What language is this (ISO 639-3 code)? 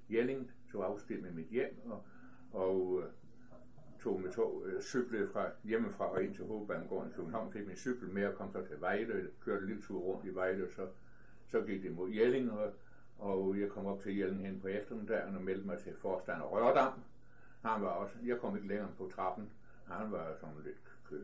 dan